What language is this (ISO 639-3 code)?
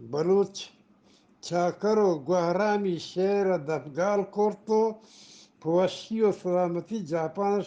bgp